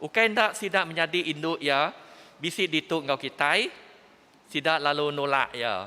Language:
Iban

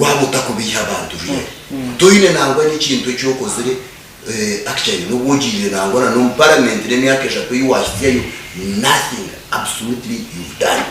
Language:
Nyankole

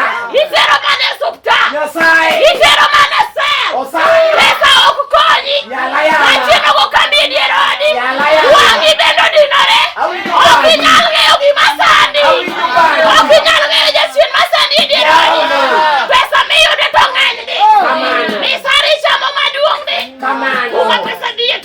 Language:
Luo (Kenya and Tanzania)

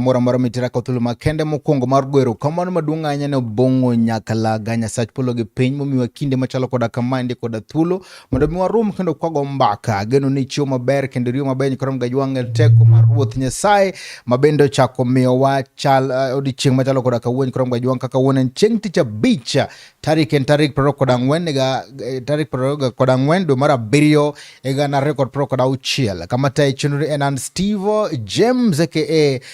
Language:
Luo (Kenya and Tanzania)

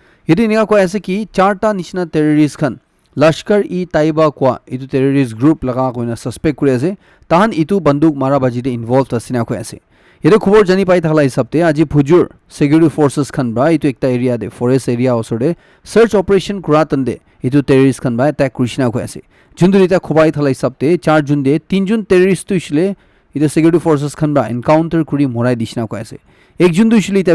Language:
Naga Pidgin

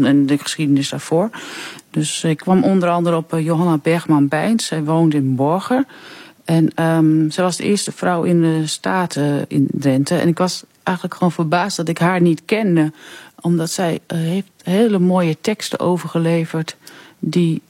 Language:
Dutch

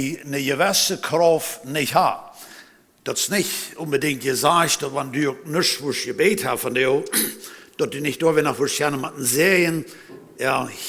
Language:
Plautdietsch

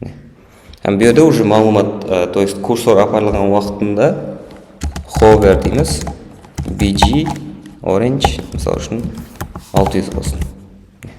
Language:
Kara-Kalpak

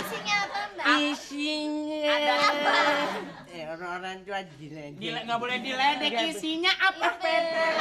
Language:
Betawi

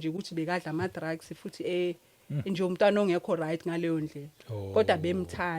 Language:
Zulu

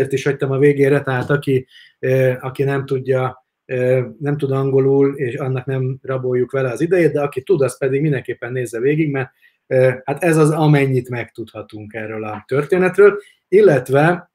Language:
Hungarian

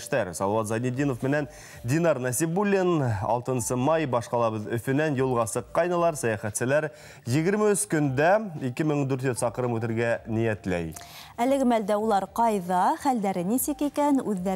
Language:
Bashkir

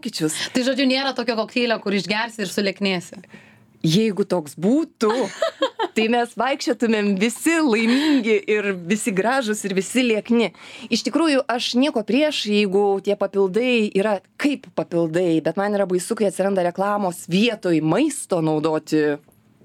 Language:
Lithuanian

